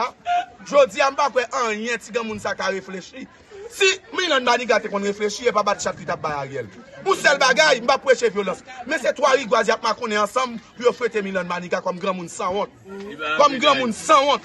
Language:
Haitian Creole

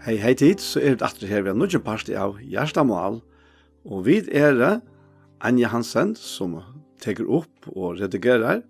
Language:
Faroese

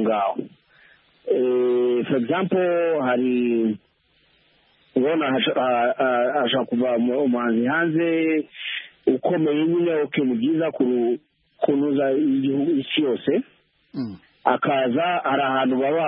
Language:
Kinyarwanda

